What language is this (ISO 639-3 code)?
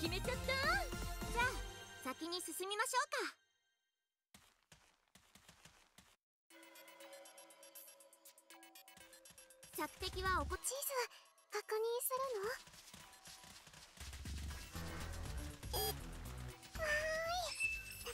jpn